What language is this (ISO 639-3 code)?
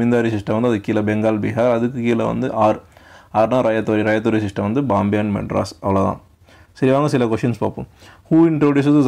tam